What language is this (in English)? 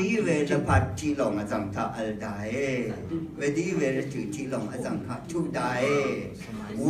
Rawang